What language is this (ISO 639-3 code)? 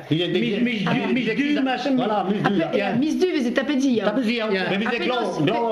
bre